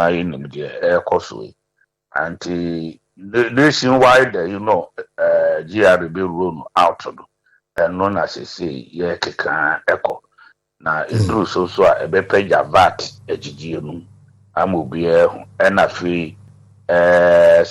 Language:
Akan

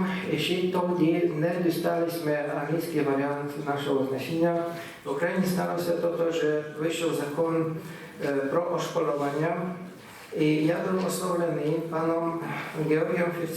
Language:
Rusyn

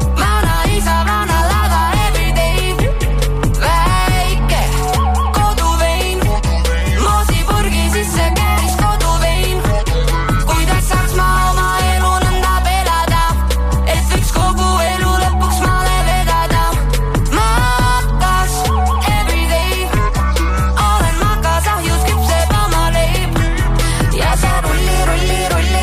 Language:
Estonian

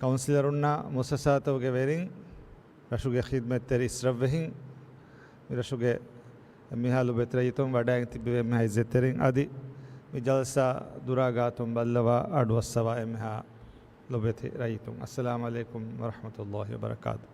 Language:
Divehi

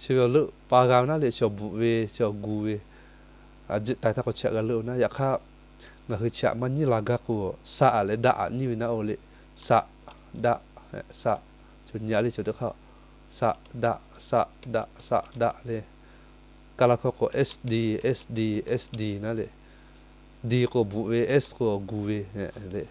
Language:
Lahu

